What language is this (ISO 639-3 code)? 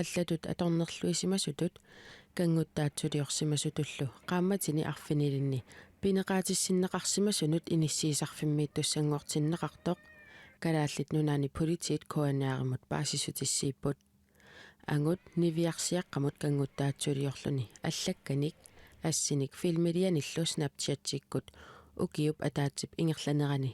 kal